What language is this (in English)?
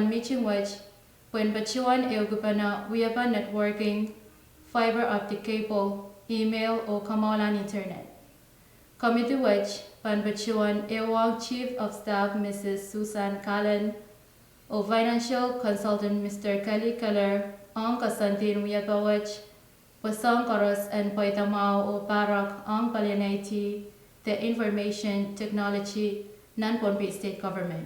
Pohnpeian